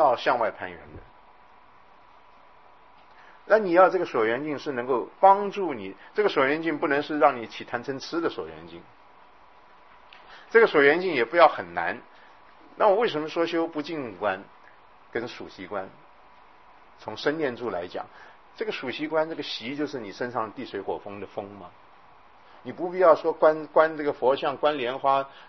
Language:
Chinese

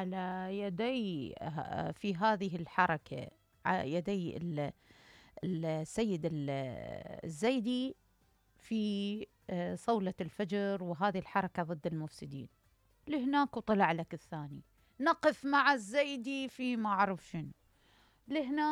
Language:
Mesopotamian Arabic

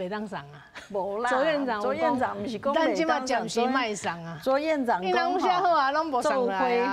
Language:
Min Nan Chinese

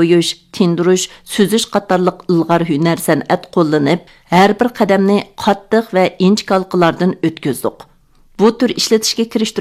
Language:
Uyghur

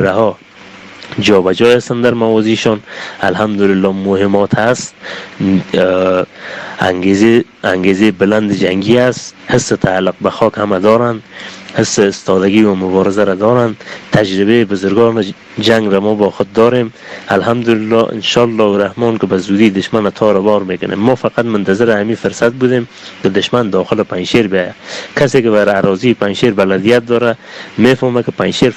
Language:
Persian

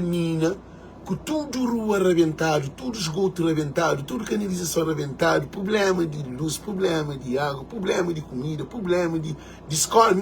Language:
Kabuverdianu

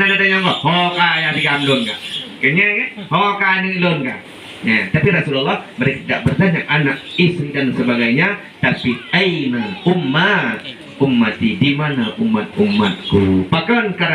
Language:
Achinese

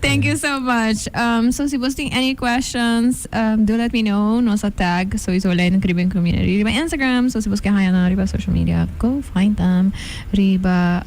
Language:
Papiamento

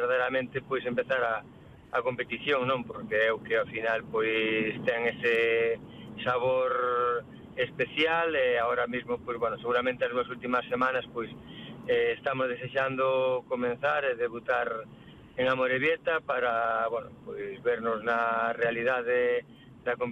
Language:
Galician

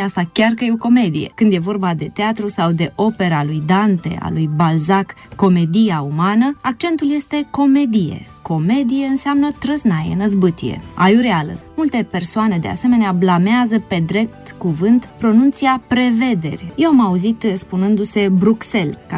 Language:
Romanian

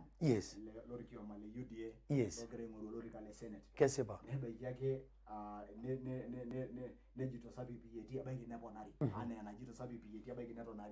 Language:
Masai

